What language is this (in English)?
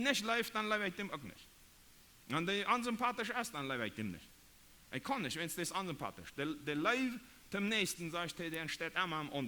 Plautdietsch